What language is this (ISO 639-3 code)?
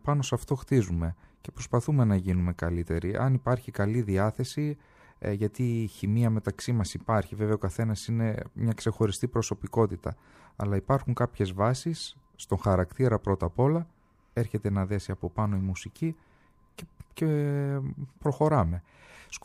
ell